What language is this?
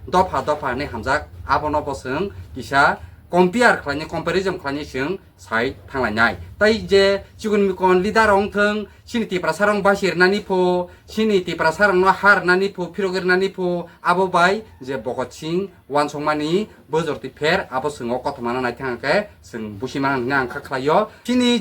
Kok Borok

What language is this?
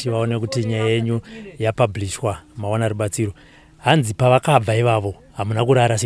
Shona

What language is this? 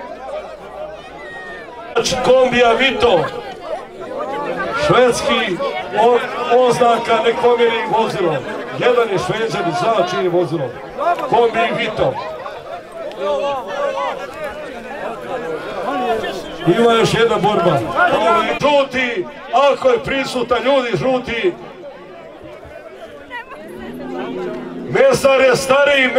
Croatian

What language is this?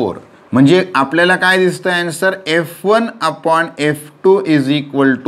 Marathi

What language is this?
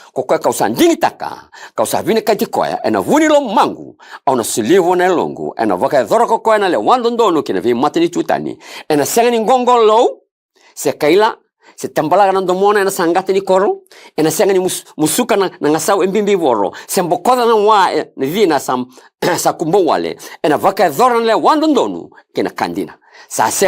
Fijian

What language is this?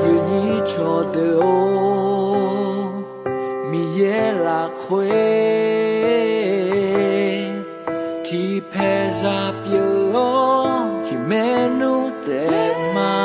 Akha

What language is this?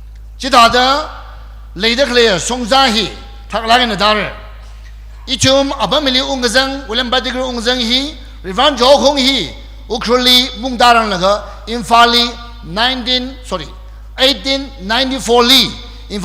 Tangkhul Naga (India)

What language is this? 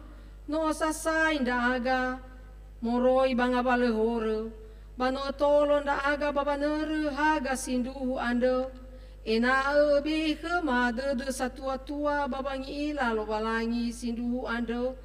Nias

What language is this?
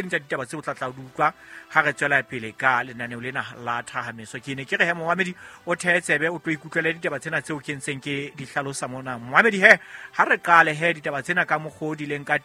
Southern Sotho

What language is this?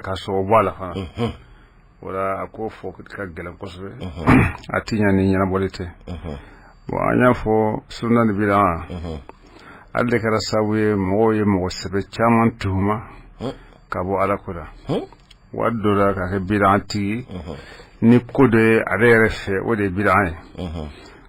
Bambara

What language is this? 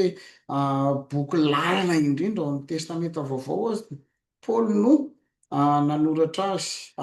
Malagasy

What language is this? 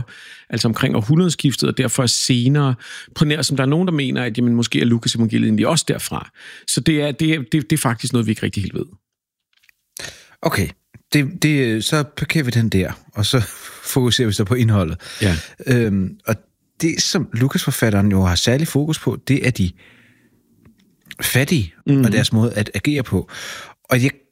Danish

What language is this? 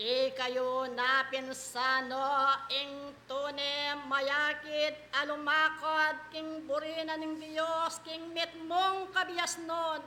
Pampanga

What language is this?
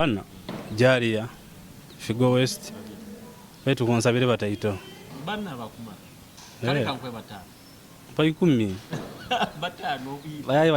Nyoro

